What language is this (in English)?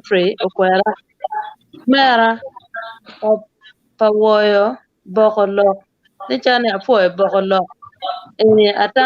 Acoli